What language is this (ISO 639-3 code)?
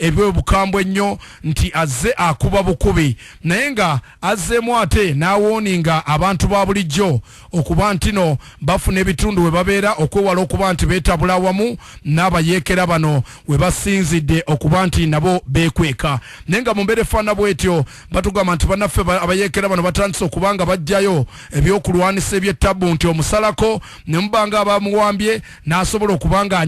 lug